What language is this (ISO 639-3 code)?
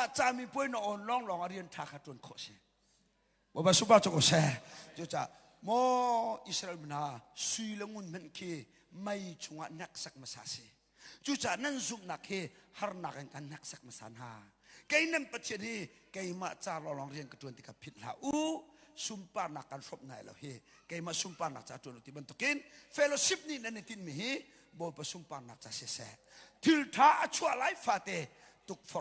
cnh